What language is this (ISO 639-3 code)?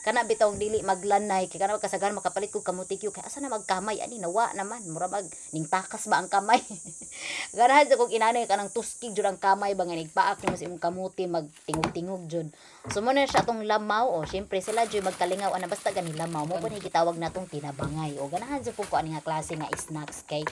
ceb